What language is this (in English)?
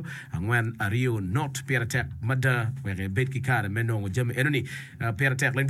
Acoli